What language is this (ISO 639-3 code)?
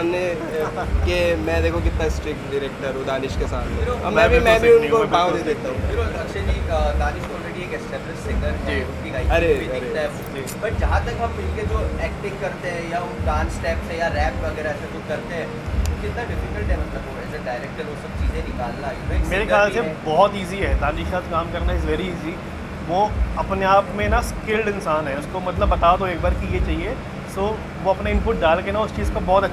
hin